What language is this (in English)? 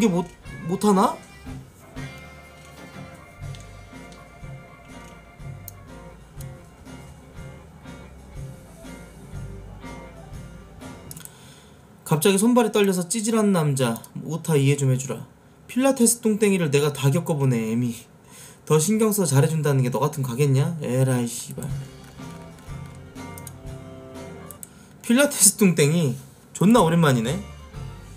Korean